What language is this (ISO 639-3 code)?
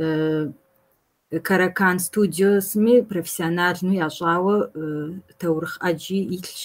kbd